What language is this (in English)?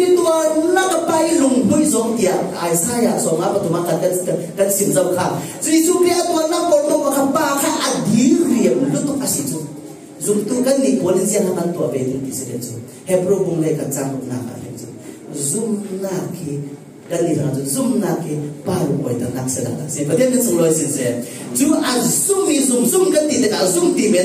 Falam Chin